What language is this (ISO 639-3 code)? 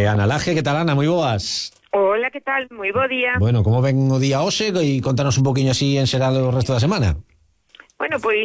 glg